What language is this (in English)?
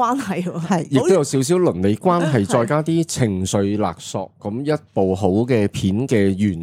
Cantonese